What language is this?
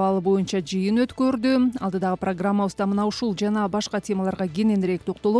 Kyrgyz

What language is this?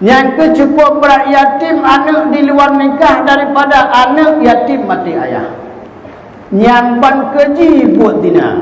Achinese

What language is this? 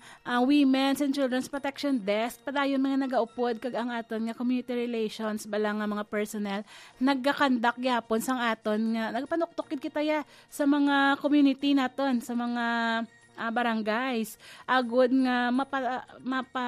Hiligaynon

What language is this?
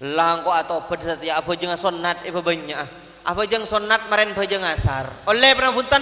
Madurese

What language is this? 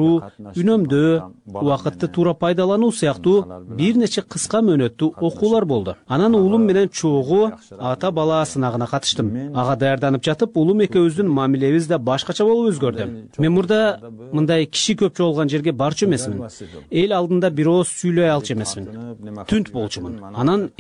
Kyrgyz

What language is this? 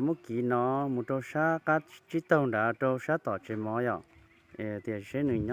Hmong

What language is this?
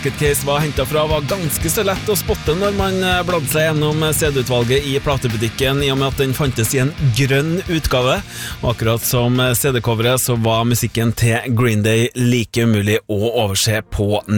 Norwegian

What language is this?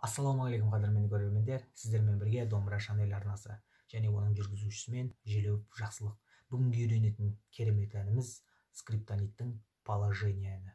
Kazakh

